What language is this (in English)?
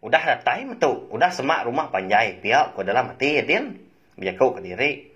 Iban